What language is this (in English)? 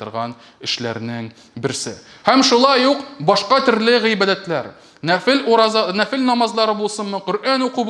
Tatar